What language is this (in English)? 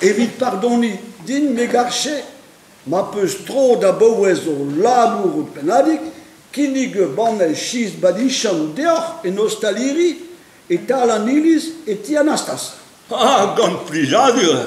Breton